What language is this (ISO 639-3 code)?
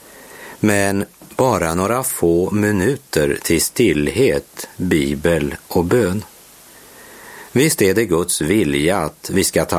swe